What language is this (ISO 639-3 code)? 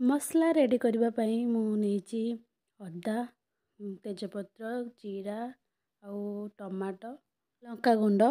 ori